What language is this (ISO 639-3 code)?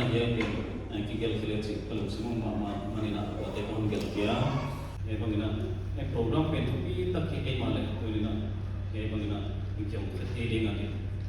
pck